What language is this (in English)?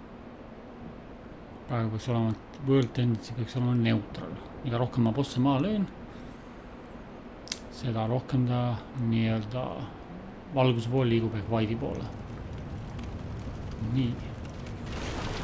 Estonian